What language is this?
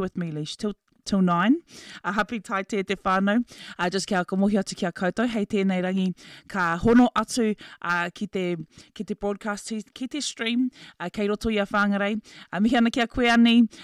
Māori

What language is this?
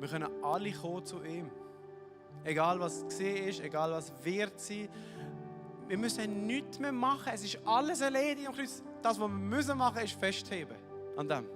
Swiss German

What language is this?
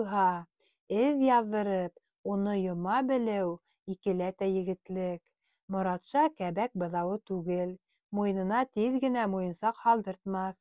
Bashkir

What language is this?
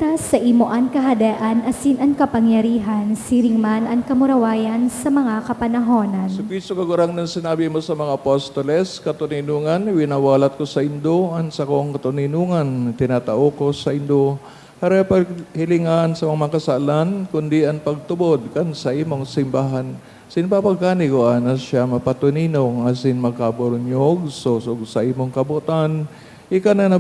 Bikol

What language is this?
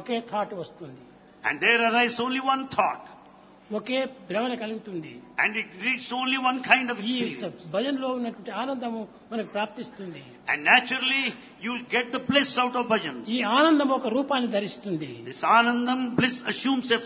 Telugu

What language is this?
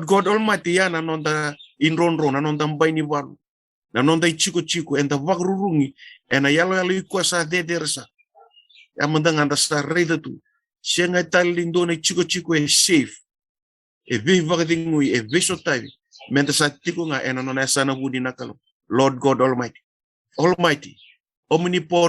Fijian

